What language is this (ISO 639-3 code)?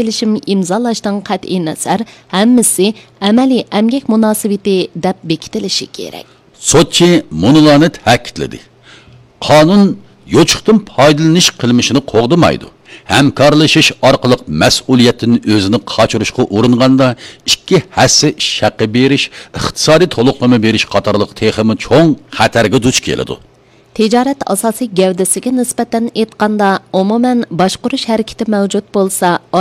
uig